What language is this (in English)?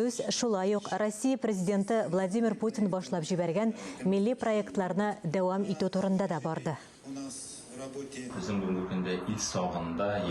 Tatar